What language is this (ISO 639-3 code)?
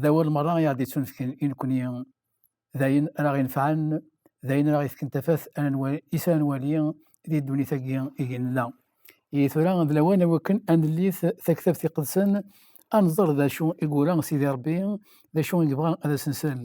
kab